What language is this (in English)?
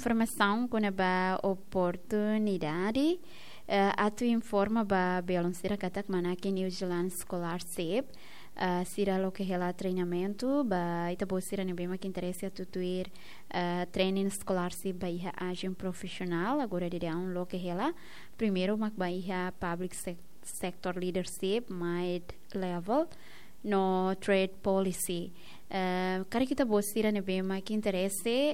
Tetum